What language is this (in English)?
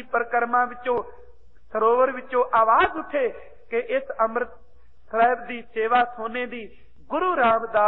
Punjabi